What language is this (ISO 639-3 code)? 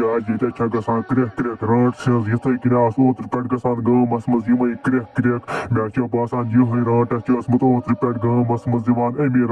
kas